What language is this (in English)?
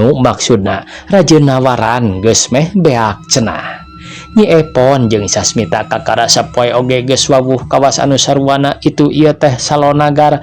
Sundanese